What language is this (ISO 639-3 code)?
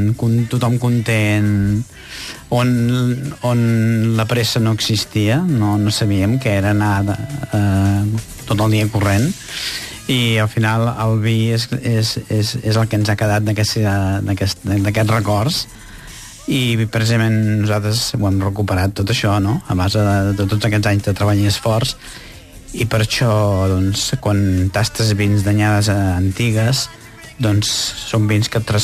cat